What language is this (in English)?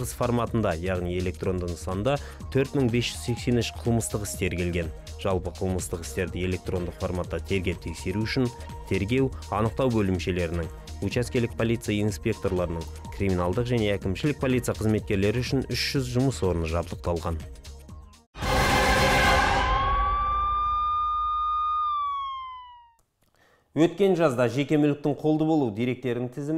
Kazakh